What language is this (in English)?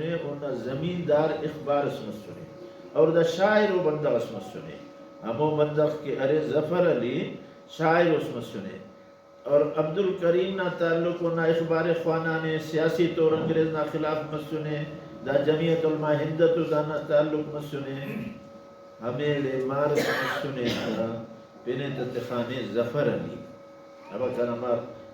Brahui